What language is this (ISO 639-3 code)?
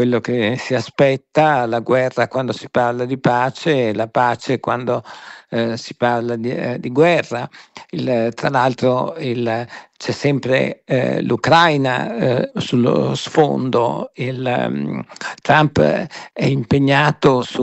ita